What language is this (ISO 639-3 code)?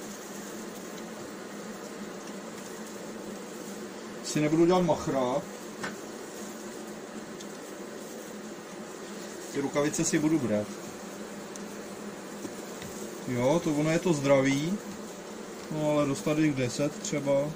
ces